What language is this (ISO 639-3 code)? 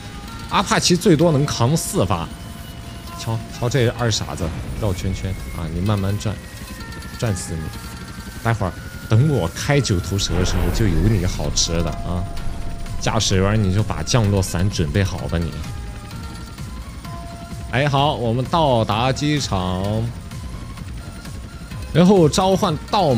zho